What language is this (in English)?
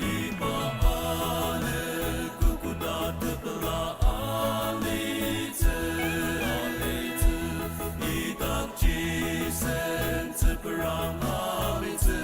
Ao Naga